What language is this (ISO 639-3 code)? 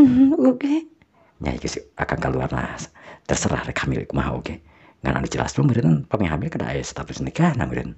sun